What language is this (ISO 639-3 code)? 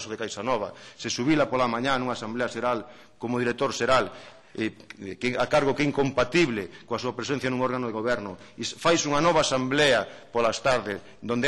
glg